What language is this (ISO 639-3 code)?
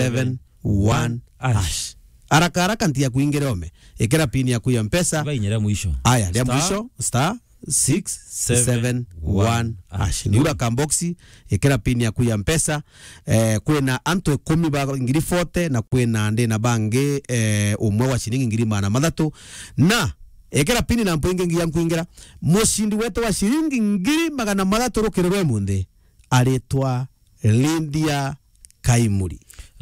mer